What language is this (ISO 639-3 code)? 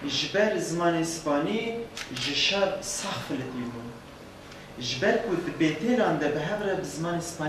kur